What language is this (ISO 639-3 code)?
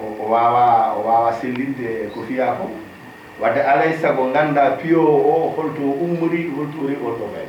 ful